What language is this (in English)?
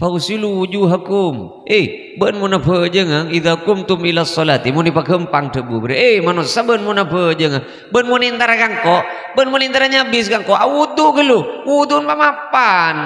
Madurese